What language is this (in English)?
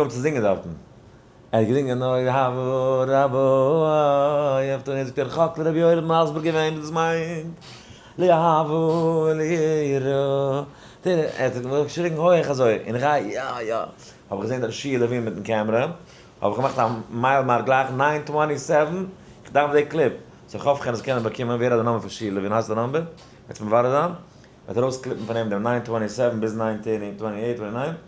Yiddish